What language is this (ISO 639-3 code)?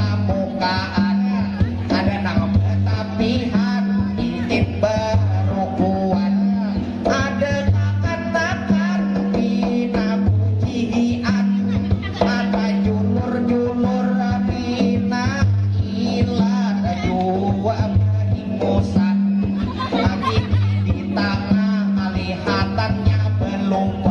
bjn